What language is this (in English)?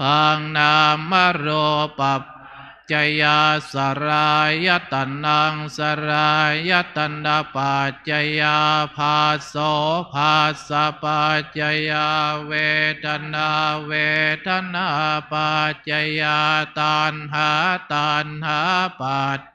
Pali